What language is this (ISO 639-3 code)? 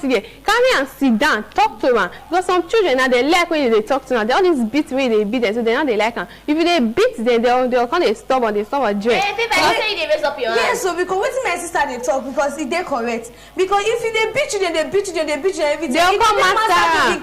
pcm